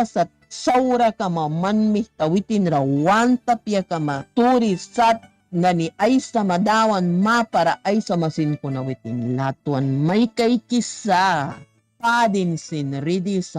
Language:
Mískito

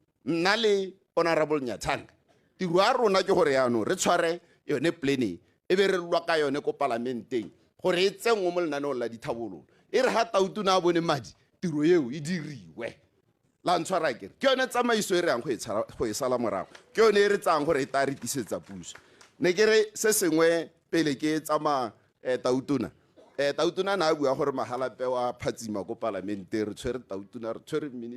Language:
Tswana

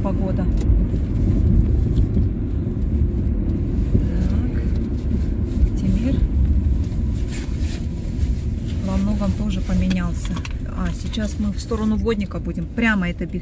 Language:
Russian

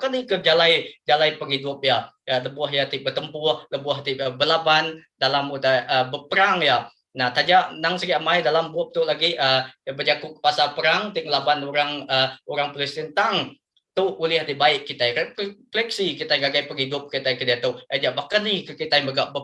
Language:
Iban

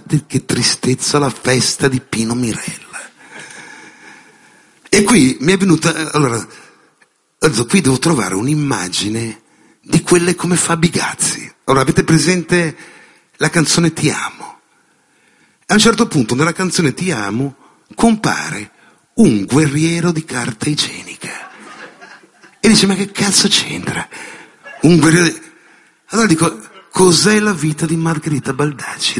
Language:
Italian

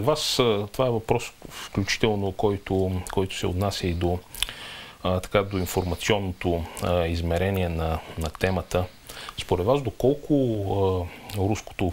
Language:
Bulgarian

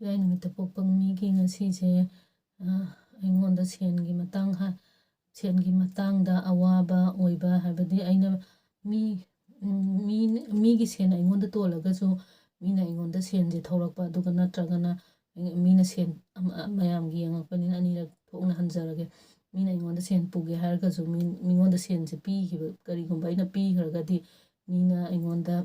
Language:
Manipuri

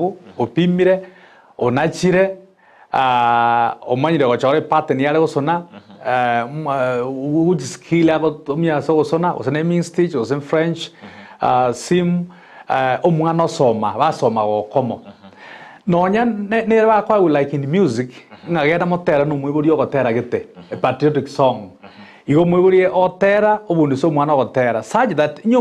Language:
Gusii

